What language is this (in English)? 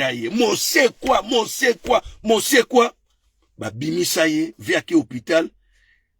Lingala